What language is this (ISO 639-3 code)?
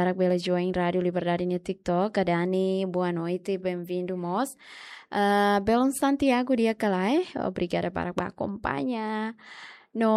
tet